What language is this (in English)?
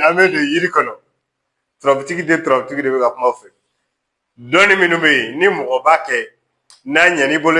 Bambara